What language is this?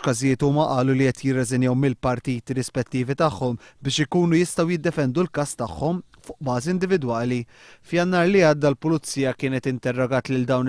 Maltese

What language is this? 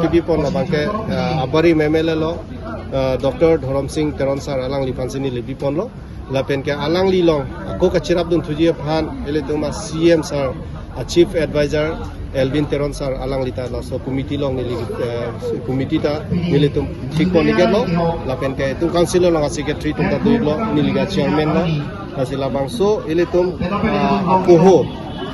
Karbi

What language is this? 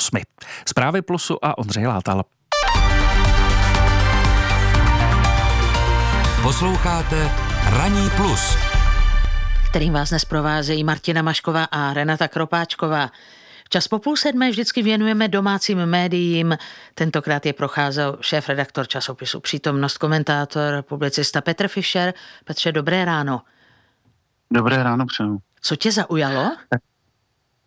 Czech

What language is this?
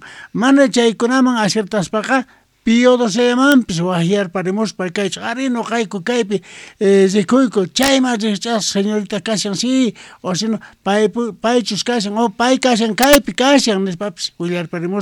South Bolivian Quechua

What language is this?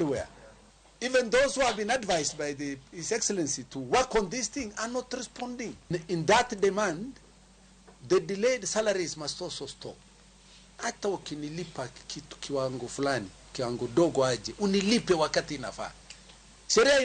Luo (Kenya and Tanzania)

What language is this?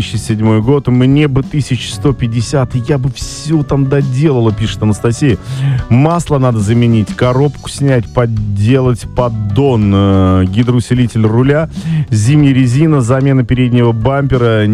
Russian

